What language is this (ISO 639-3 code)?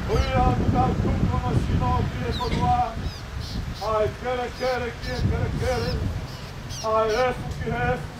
ton